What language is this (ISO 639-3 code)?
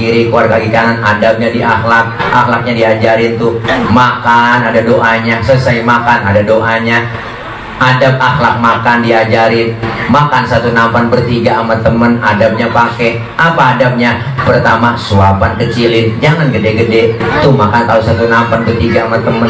bew